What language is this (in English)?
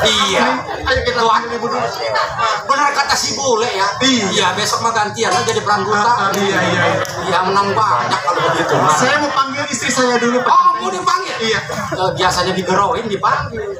Betawi